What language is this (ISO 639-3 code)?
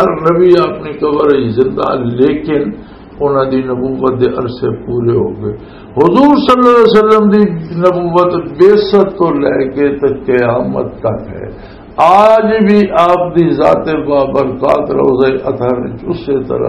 lah